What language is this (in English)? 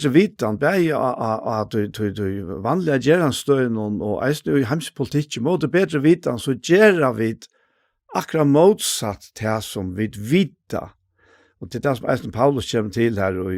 Faroese